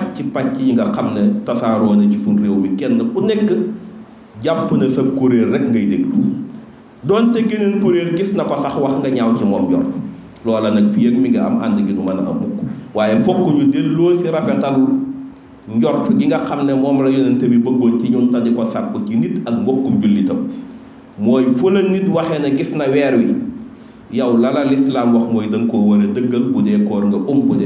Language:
Wolof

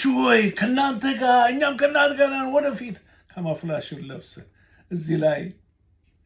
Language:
Amharic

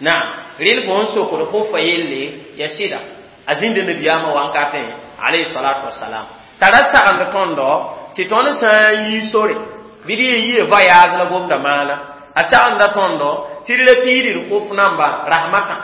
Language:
Mossi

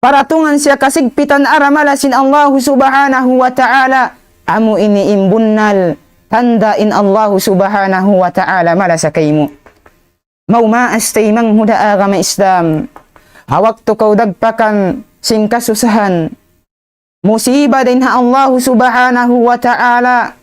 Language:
Tausug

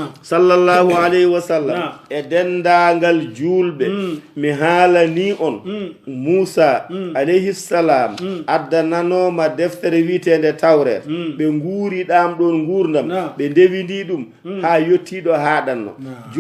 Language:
Fula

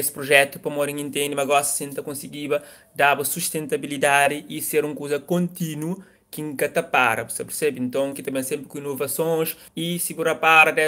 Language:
Kabuverdianu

